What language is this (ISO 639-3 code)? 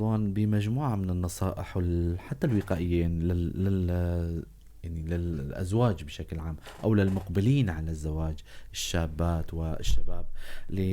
apc